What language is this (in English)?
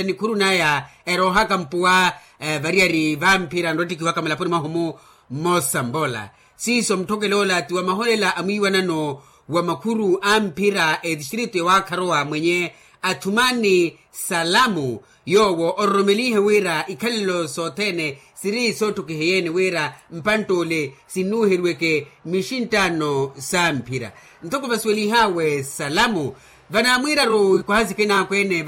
Makhuwa